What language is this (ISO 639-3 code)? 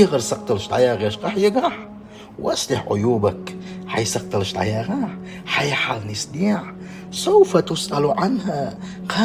che